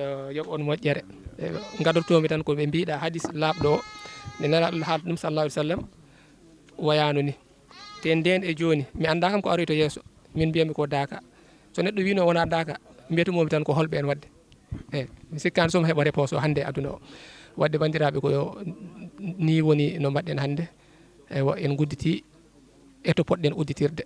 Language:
Fula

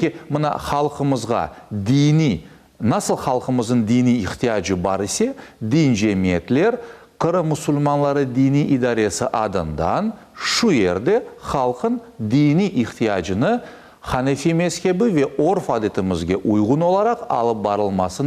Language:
Crimean Tatar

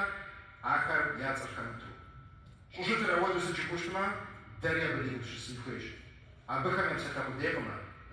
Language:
Kabardian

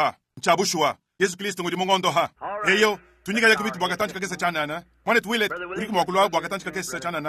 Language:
Luba-Lulua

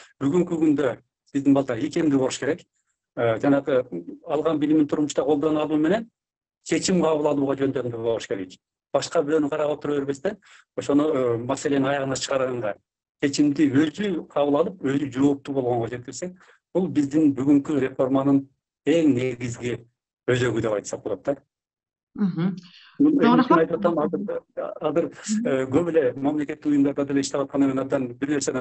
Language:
Kyrgyz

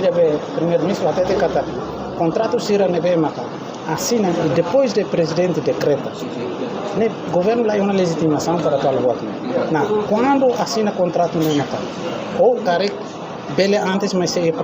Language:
Tetum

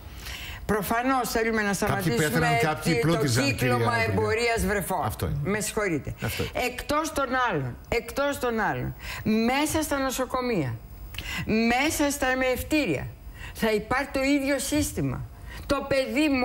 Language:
Greek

